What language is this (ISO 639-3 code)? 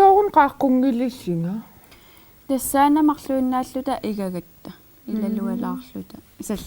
kal